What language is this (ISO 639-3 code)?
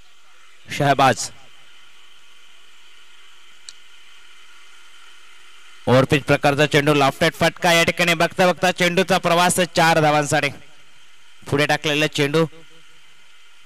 mar